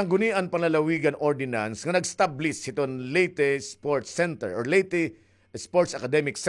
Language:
Waray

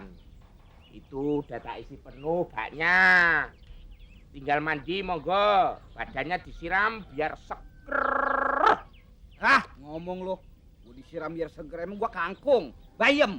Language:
Betawi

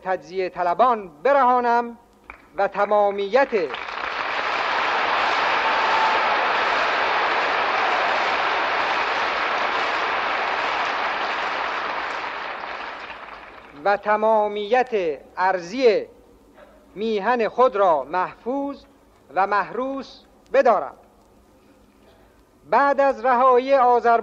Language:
Persian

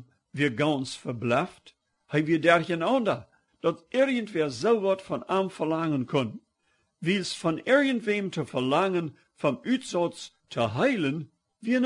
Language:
Plautdietsch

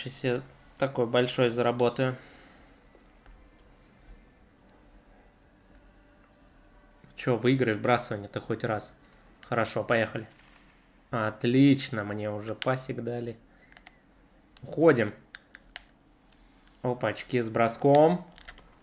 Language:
Russian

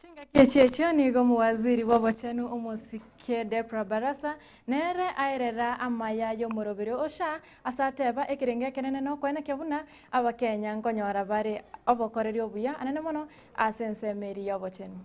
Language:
Gusii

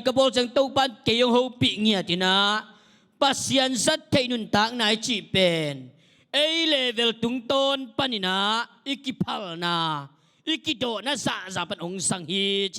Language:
Tedim Chin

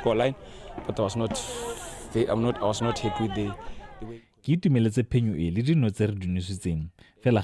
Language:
Tswana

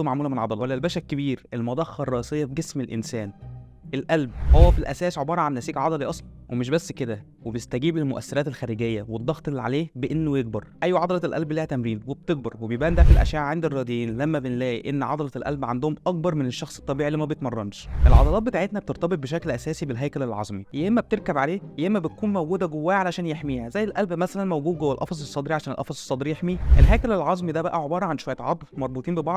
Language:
Egyptian Arabic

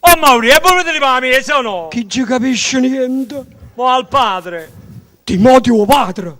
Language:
Neapolitan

